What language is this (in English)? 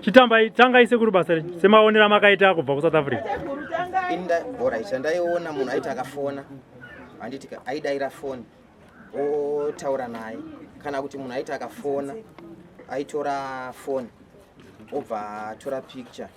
Shona